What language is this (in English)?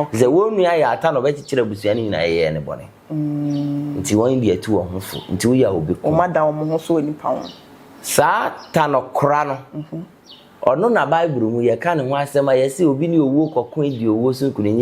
Akan